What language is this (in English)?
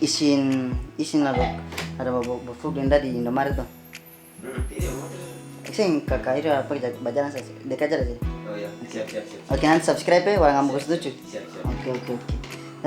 Ambonese Malay